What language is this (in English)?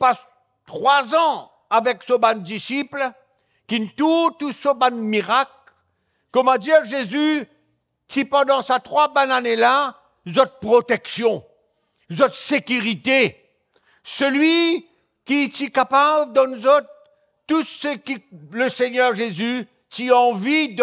Morisyen